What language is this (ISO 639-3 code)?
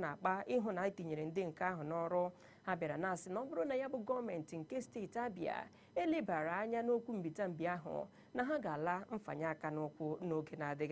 ibo